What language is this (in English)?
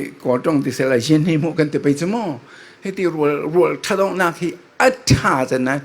Falam Chin